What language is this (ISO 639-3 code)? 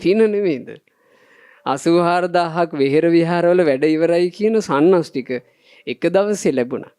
sin